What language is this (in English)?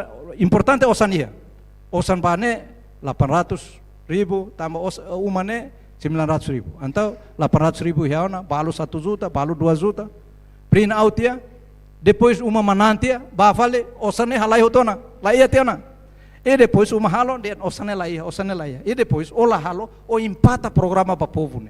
Tetum